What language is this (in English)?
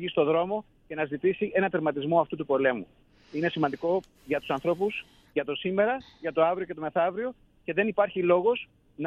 Greek